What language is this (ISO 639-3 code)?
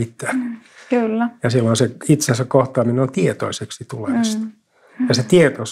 fin